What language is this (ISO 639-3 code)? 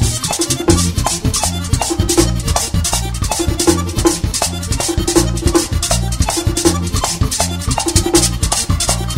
spa